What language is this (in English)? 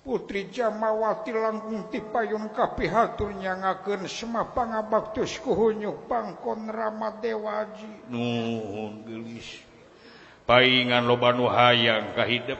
Sundanese